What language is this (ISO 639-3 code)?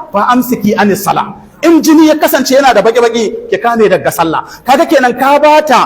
hau